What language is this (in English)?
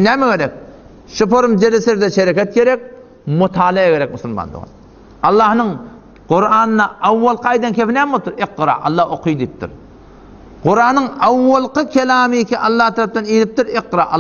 Turkmen